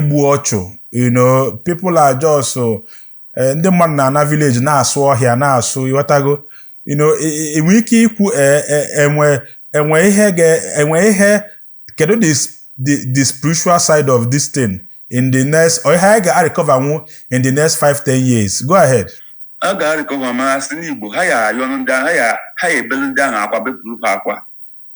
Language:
Igbo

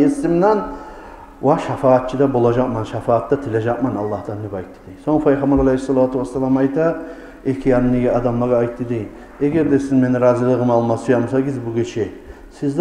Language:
Kumyk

